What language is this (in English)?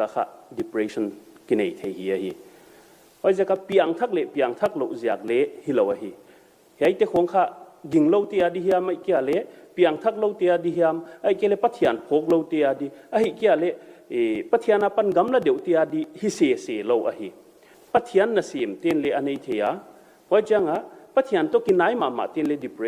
Paite Chin